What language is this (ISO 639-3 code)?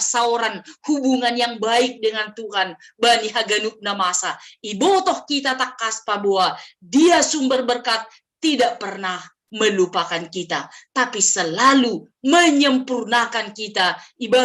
bts